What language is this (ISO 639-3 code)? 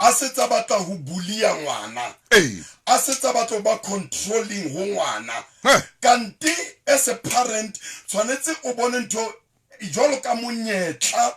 sot